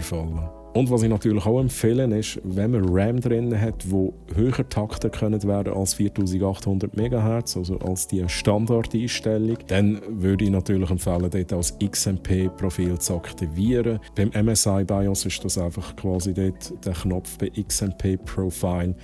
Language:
Swiss German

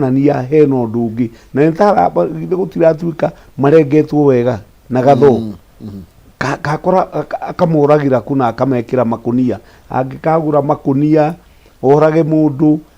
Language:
Kikuyu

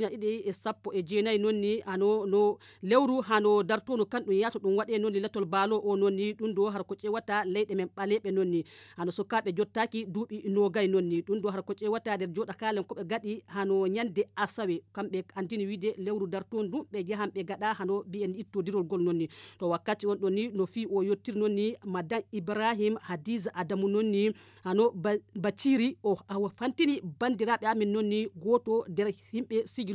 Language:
Nigerian Fulfulde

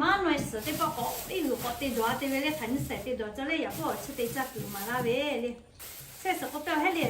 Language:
Lahu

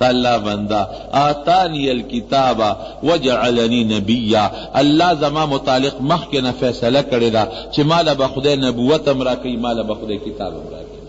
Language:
Pashto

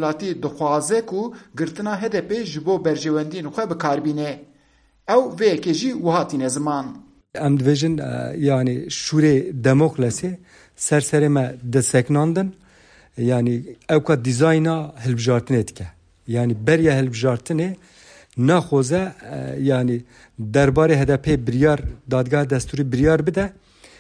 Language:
Kurdish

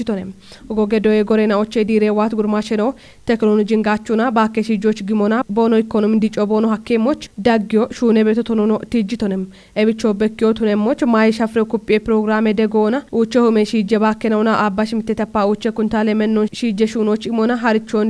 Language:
Kafa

